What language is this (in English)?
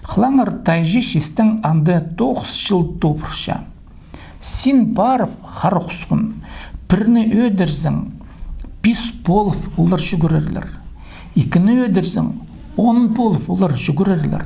Khakas